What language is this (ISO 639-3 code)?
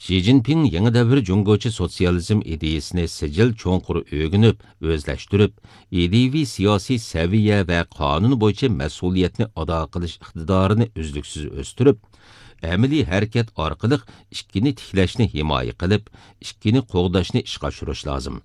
uig